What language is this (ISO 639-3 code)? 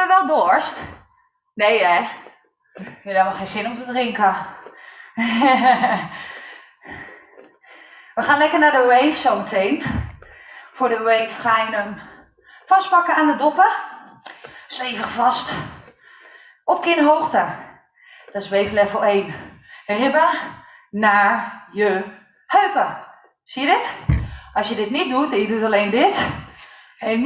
nld